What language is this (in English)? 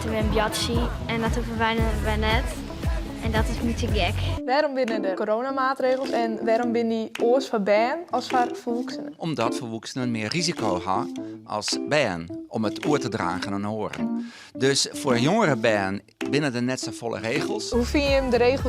Western Frisian